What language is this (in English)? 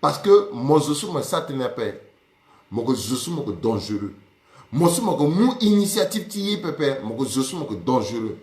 Sango